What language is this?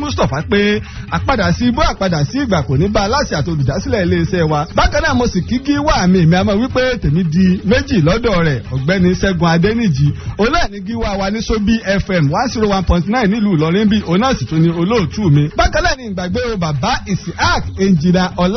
Yoruba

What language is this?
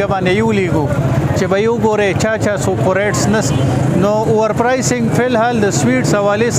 Pashto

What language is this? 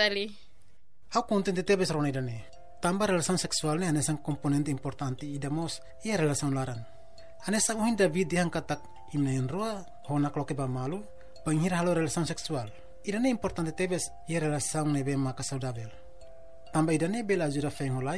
Tetum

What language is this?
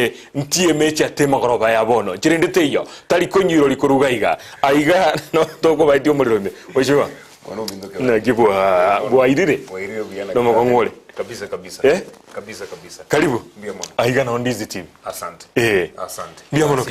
Gusii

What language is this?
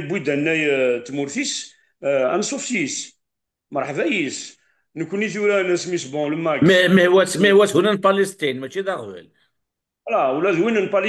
Kabyle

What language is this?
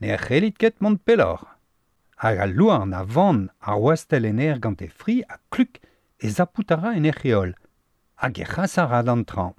Breton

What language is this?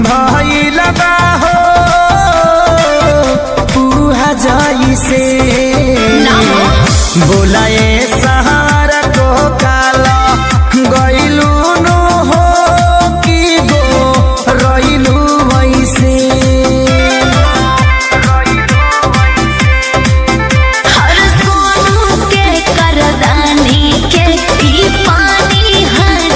Bhojpuri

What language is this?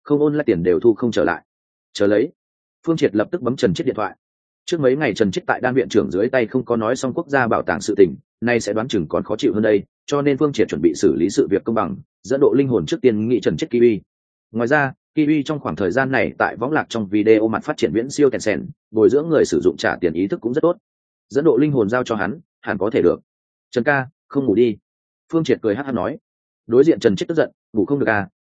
Vietnamese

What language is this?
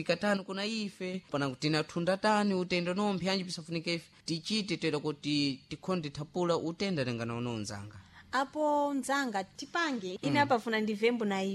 Sena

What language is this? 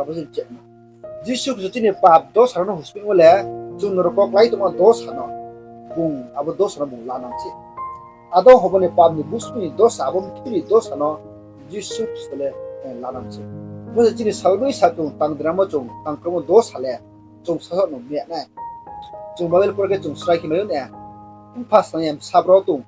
Riang (India)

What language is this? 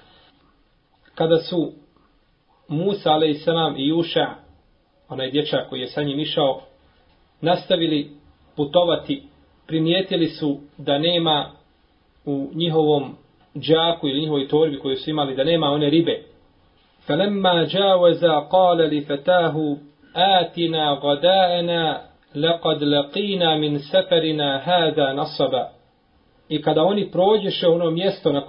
Bosnian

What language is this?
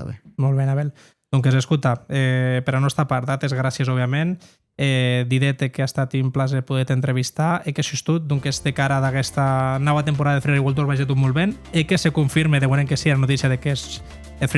Occitan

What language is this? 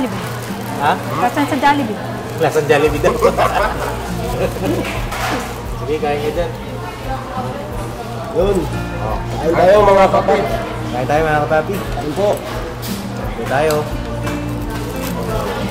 Filipino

